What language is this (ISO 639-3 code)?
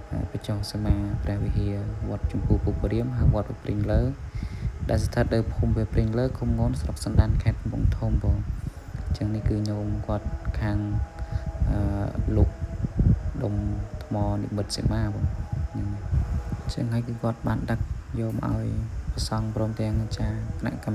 khm